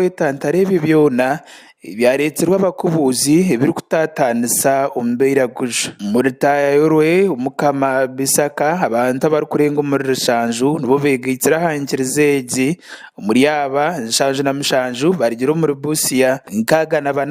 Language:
Nyankole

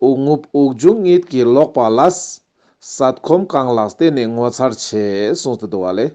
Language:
Ladakhi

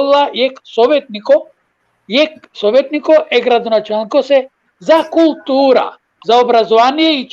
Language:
Balkan Romani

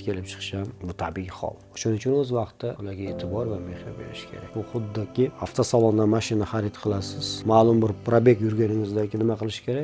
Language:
Uzbek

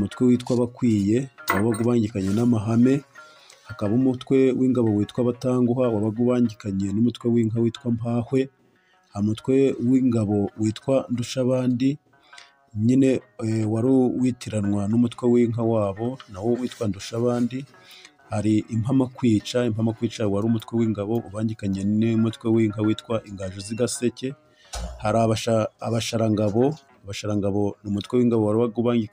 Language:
Kinyarwanda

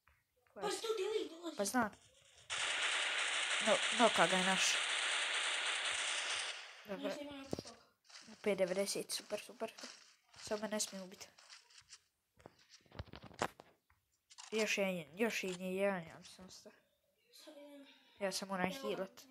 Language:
Croatian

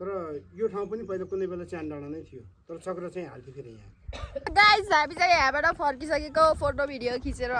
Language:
Nepali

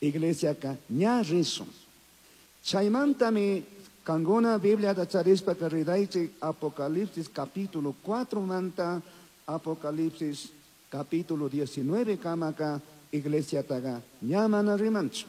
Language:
Chimborazo Highland Quichua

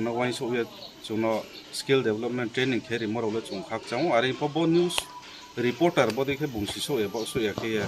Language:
Riang (India)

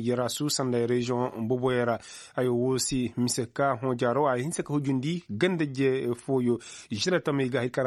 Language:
Koyraboro Senni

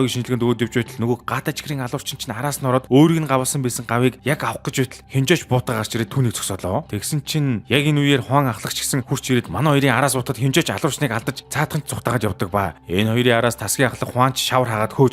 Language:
Mongolian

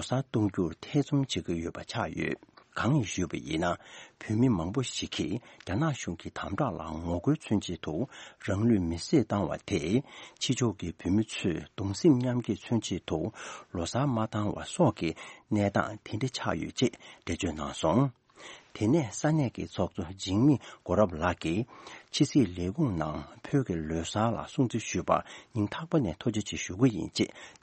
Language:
Tibetan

